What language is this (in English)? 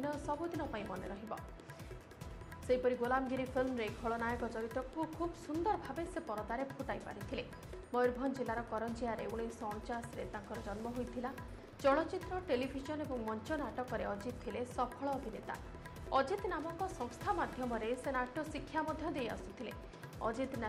Odia